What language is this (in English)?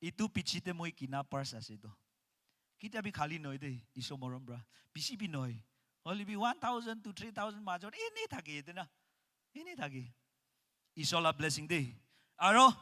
Naga Pidgin